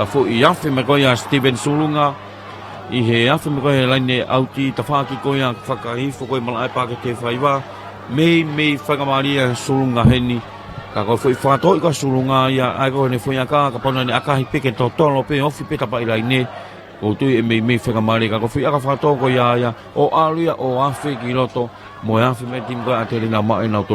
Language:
Tongan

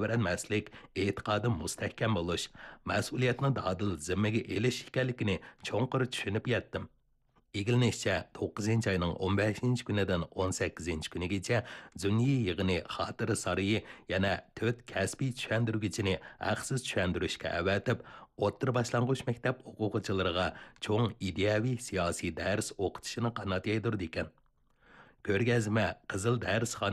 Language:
Uyghur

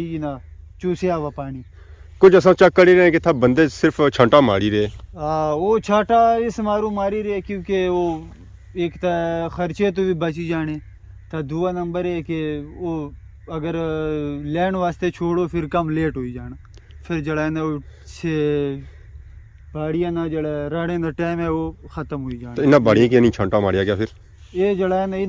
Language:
Pahari-Potwari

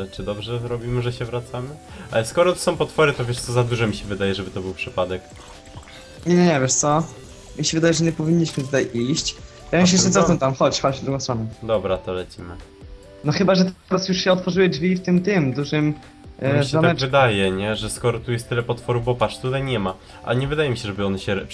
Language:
Polish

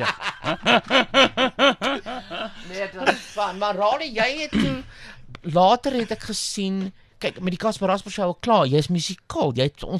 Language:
Afrikaans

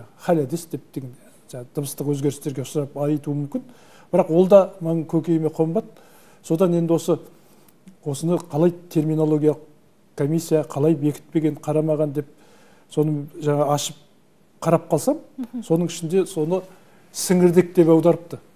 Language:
Kazakh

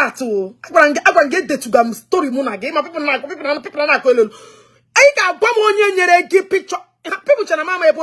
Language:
Igbo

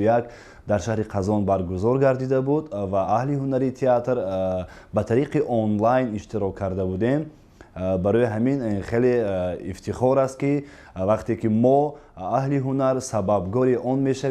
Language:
Tajik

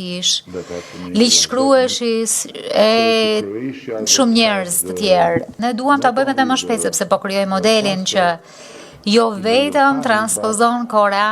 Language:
Albanian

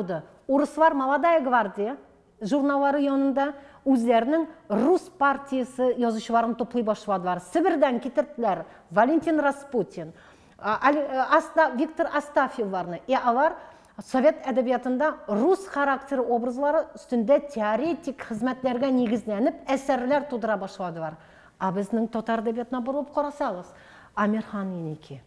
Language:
Tatar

